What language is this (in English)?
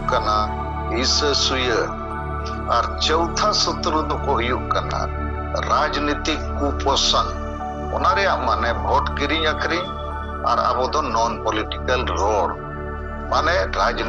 Santali